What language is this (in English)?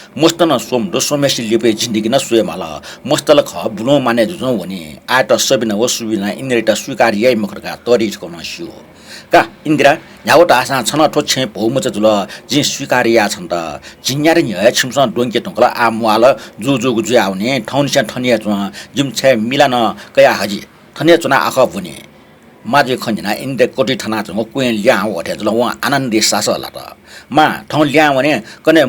Newari